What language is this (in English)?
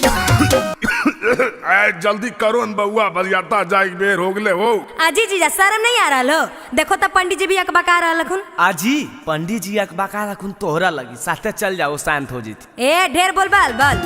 Magahi